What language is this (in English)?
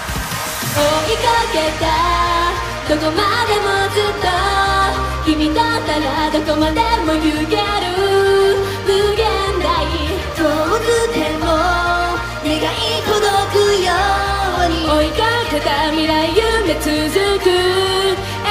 Japanese